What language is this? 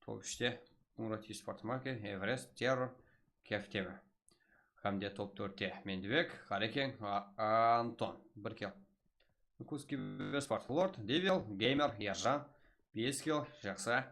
Kara-Kalpak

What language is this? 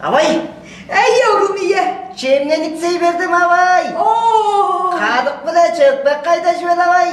Tuvinian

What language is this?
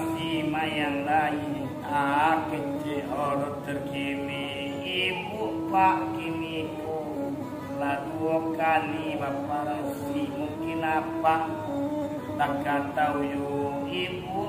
Minangkabau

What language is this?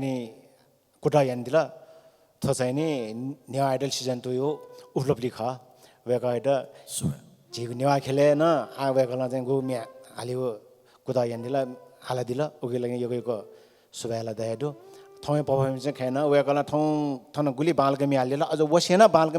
Newari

